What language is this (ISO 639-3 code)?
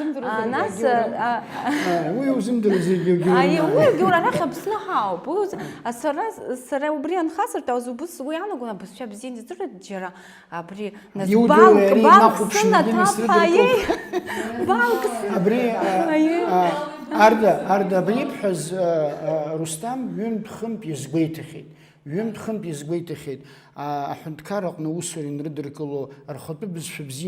abk